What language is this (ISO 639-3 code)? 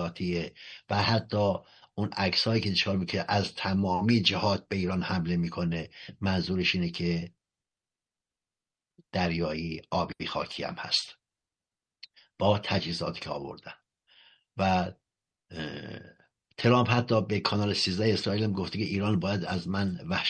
fas